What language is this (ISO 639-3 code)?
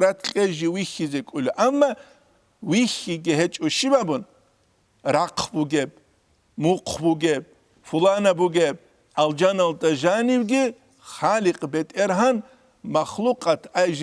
ava